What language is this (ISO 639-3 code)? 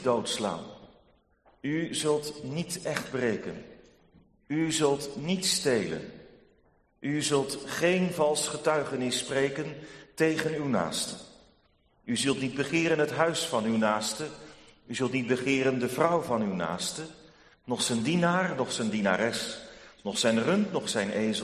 nld